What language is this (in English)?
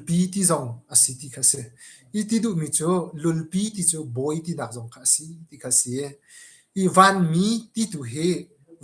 Hakha Chin